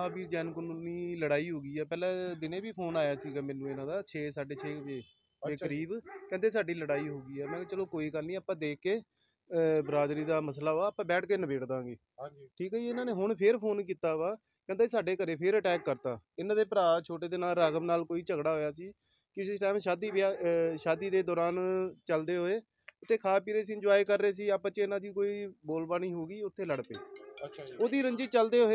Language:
Punjabi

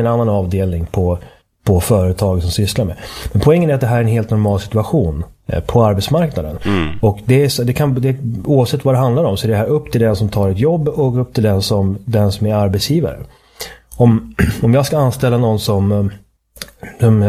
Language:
Swedish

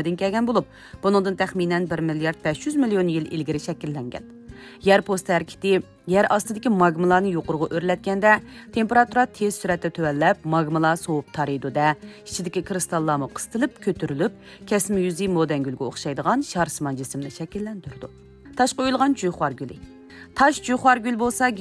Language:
Uyghur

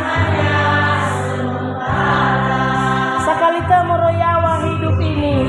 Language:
Nias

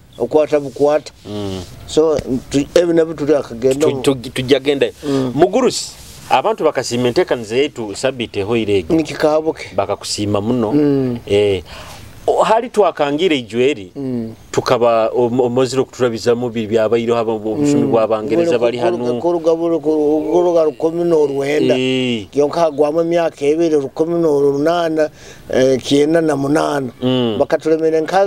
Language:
Nyoro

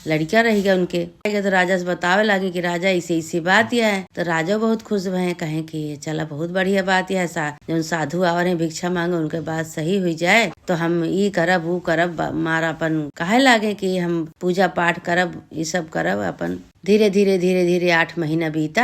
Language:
Awadhi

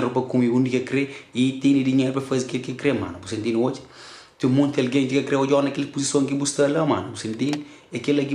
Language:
Kabuverdianu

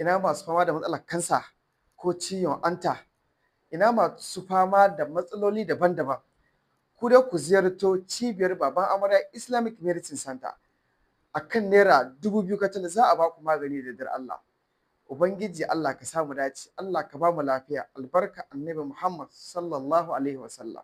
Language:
Hausa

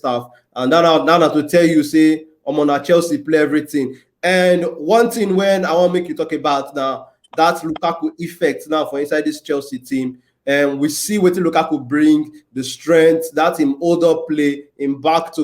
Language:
Nigerian Pidgin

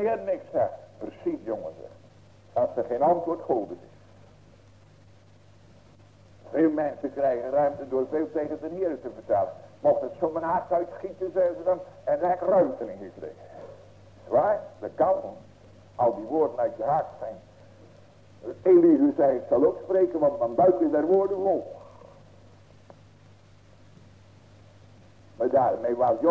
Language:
Dutch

